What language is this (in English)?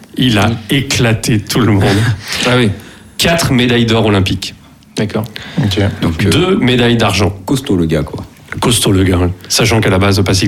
French